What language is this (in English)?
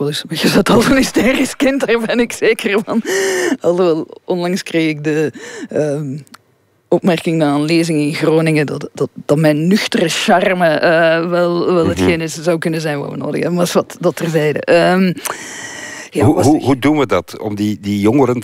Dutch